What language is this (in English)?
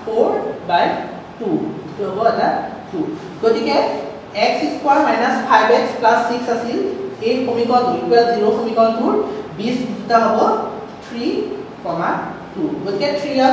Assamese